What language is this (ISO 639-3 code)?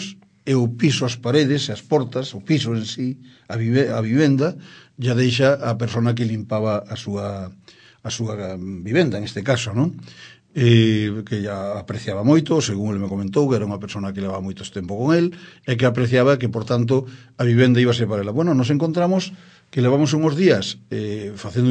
glg